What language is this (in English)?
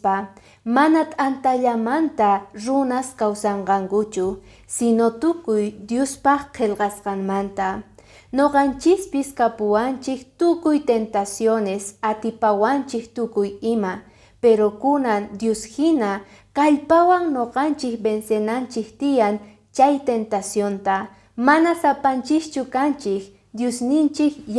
Quechua